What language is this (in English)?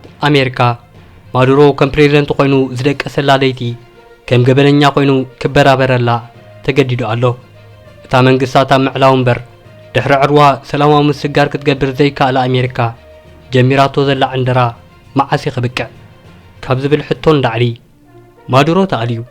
Tigrinya